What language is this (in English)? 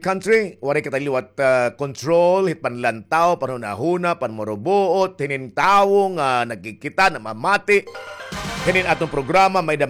Waray